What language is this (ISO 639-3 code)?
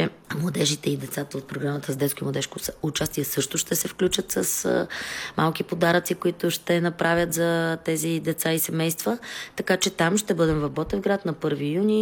bul